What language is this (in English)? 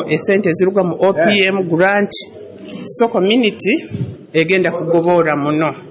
Nyoro